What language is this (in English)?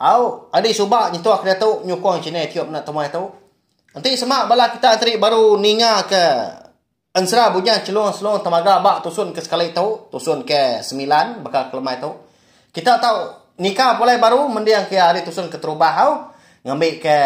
Iban